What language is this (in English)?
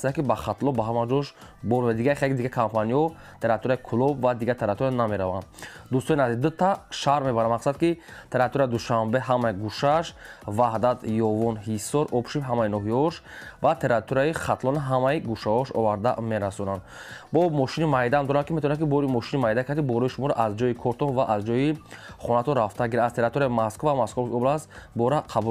Tajik